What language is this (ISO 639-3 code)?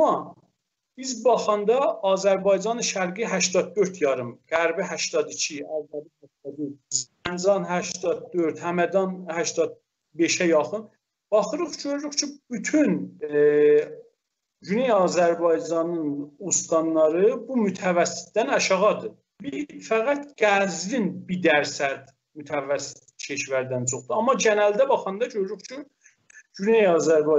azb